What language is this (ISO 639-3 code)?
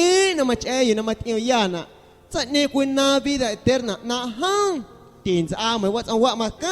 amu